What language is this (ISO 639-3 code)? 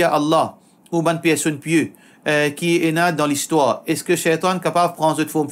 mfe